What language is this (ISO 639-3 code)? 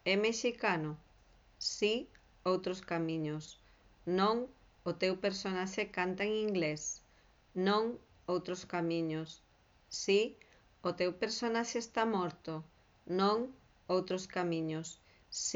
glg